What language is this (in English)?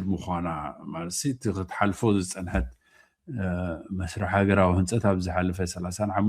Tigrinya